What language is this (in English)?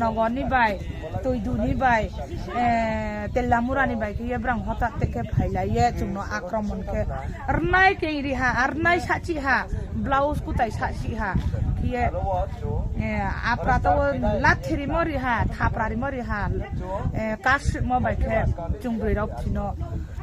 Riang (India)